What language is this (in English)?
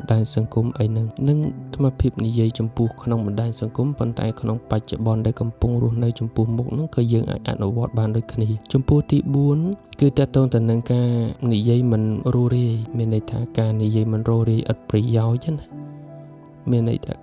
Khmer